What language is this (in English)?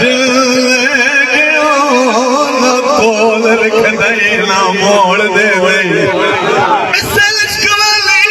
Saraiki